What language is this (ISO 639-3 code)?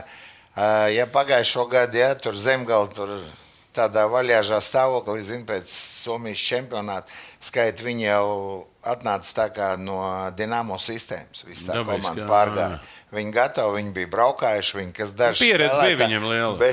lav